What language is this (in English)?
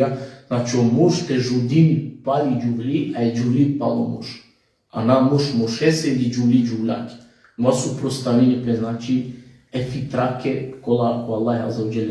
Balkan Romani